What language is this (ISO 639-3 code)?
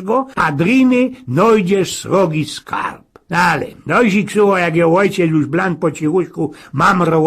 szl